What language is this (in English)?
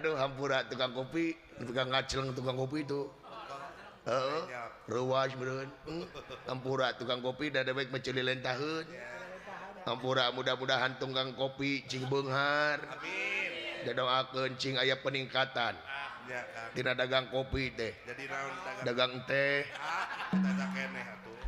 Sundanese